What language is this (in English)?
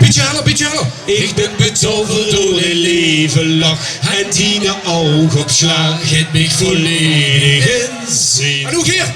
Limburgish